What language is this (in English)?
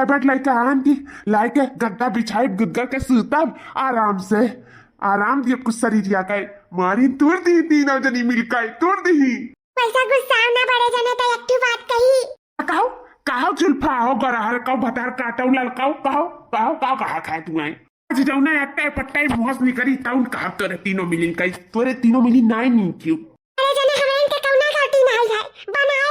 Awadhi